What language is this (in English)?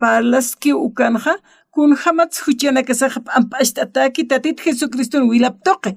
Aymara